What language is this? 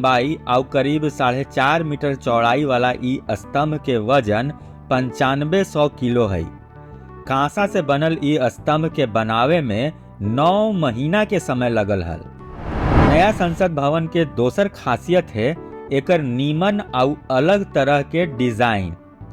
Magahi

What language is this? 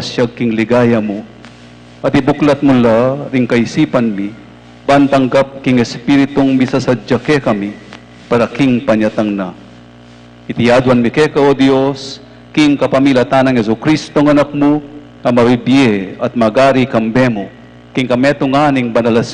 Pampanga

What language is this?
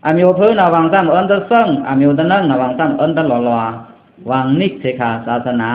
Pa'o Karen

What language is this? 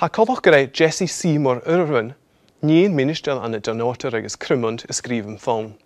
Scottish Gaelic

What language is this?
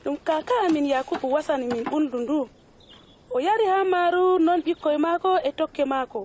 Adamawa Fulfulde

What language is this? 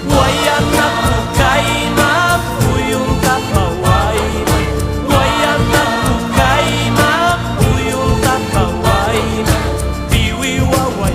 Ayacucho Quechua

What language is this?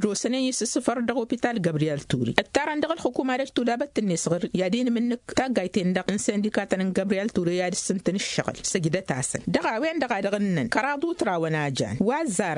Tamasheq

